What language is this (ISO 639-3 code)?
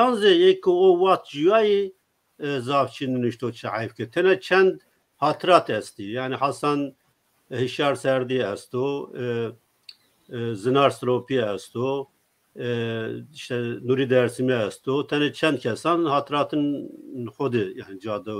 zza